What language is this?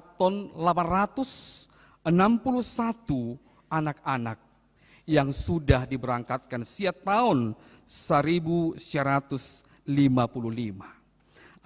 Batak Toba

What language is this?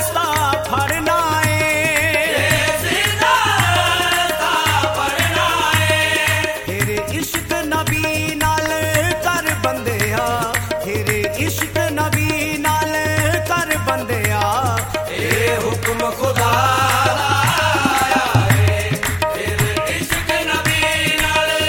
Punjabi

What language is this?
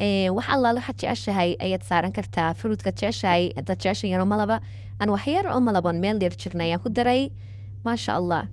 Somali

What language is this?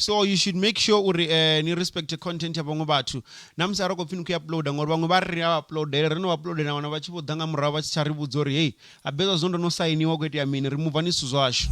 Venda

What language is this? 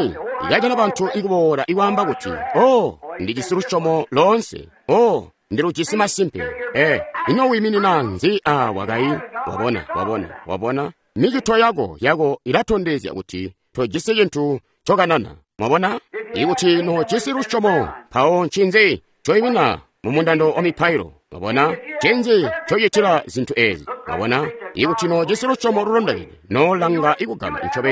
Tonga (Zambia)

